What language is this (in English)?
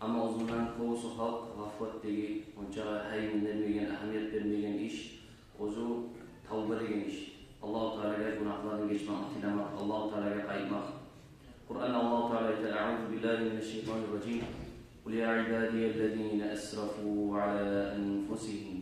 Kumyk